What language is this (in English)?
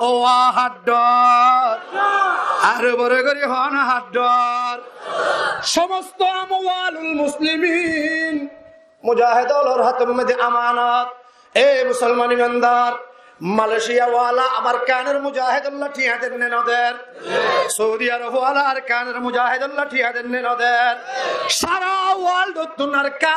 Rohingya